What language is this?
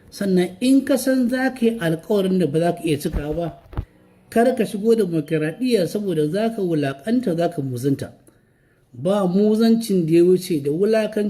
Hausa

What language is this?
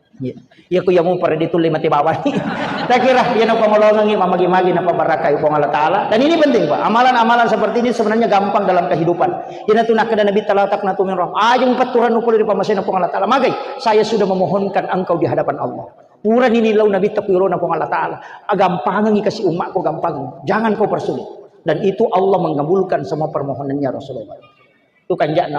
Buginese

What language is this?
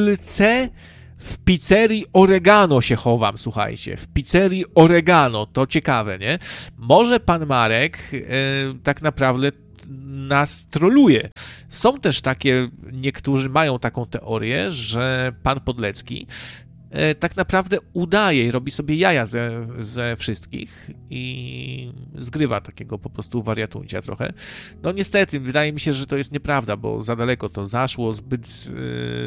Polish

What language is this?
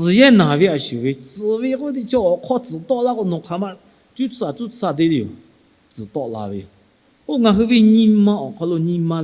Lahu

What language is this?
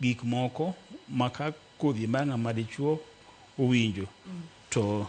Luo (Kenya and Tanzania)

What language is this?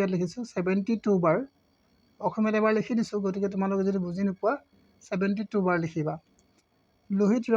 Assamese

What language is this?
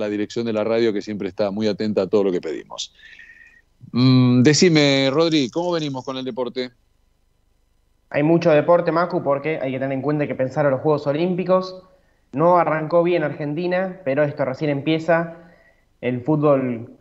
Spanish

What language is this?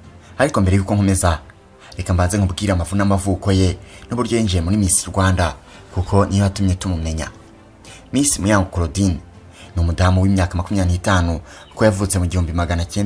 Kinyarwanda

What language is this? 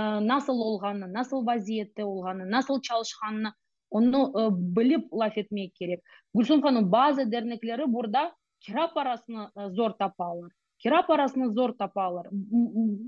Crimean Tatar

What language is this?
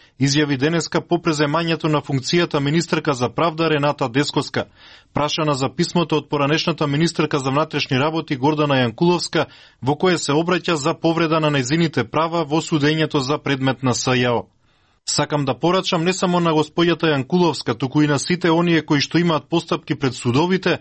Macedonian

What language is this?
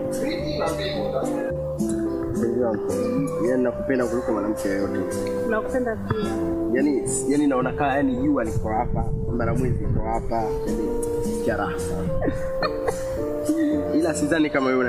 Swahili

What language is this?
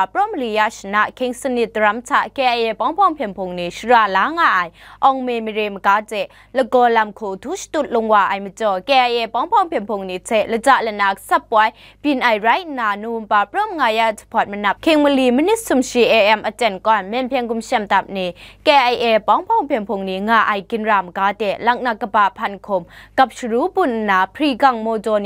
Kachin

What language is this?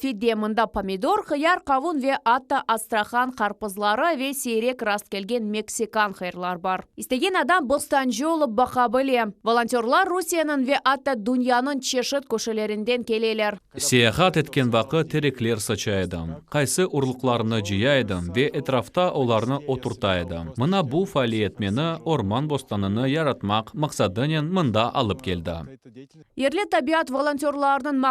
Crimean Tatar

